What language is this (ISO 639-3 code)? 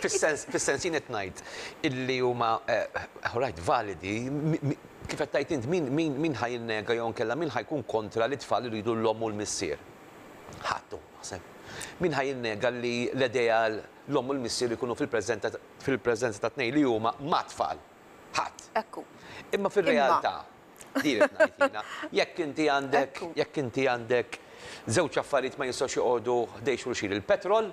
mlt